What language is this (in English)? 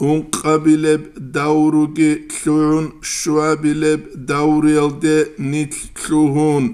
Avaric